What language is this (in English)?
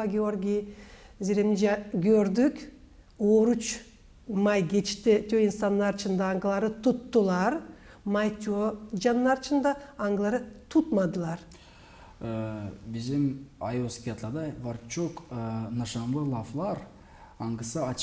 Gagauz